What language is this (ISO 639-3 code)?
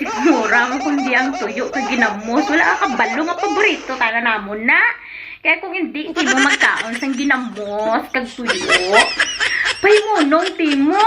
hil